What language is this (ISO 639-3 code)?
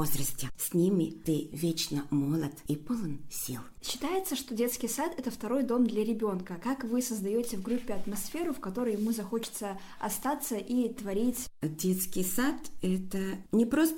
rus